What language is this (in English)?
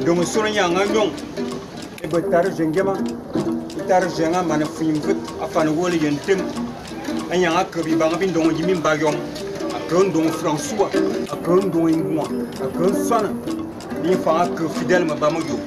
Fang